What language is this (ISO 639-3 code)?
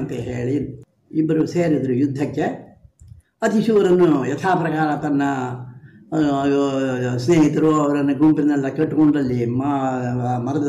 kan